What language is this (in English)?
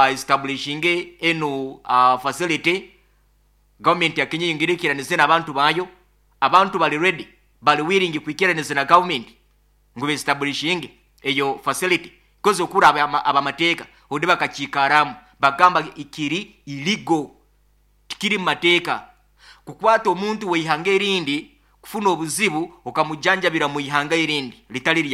Nyoro